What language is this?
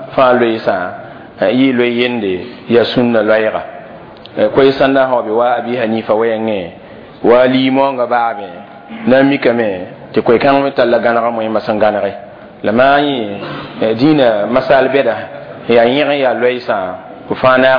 Mossi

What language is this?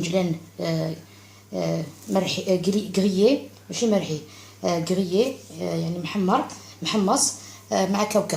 Algerian Arabic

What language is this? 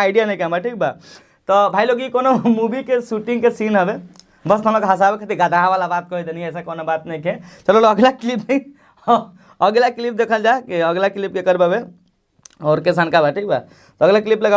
Bhojpuri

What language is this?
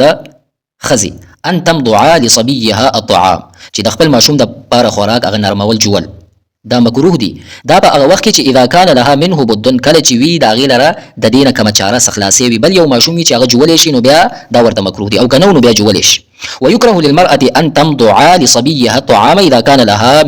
Pashto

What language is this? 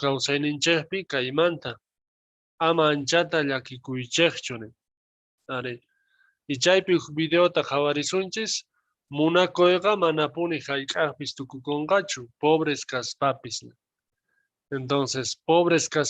South Bolivian Quechua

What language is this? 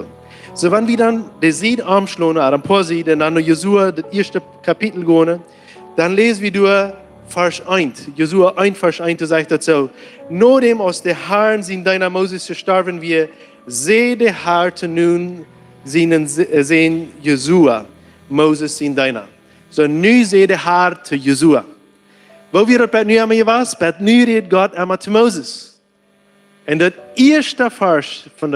Plautdietsch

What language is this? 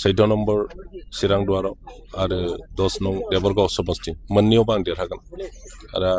Bodo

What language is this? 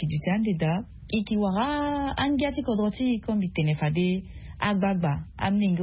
Sango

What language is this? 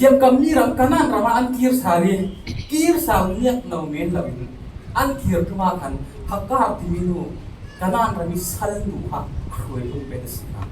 Falam Chin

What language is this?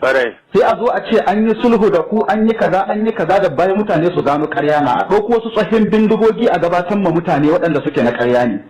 Hausa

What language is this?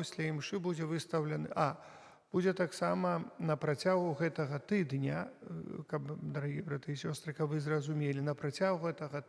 Belarusian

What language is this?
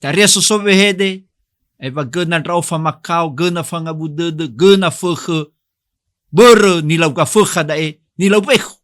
Nias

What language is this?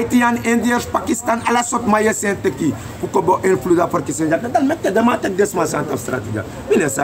Sranan Tongo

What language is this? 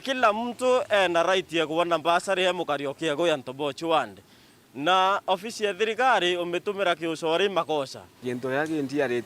Meru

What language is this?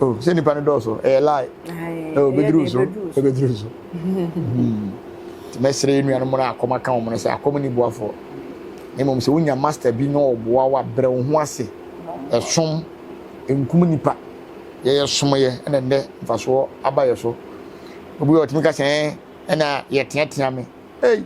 Akan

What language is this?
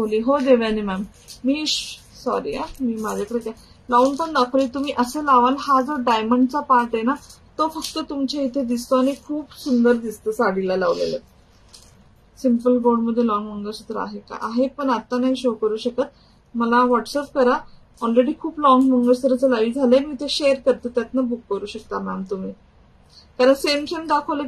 Marathi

